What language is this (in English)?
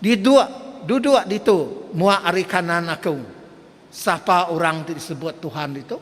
Iban